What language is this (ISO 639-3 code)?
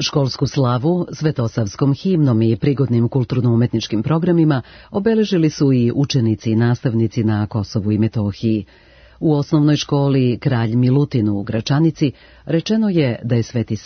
srp